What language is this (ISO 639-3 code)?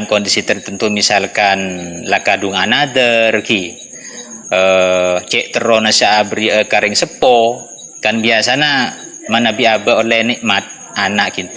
mad